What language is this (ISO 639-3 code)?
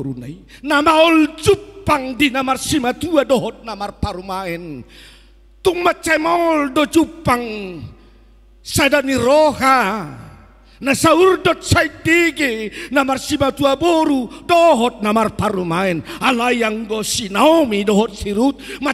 bbc